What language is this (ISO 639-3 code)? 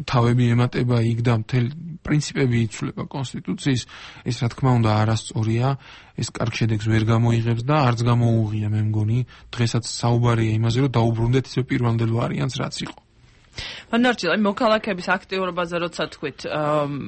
kat